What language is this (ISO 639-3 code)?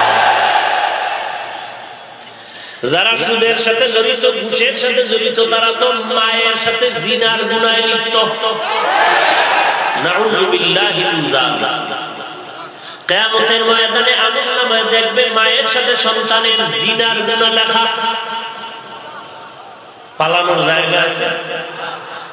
ben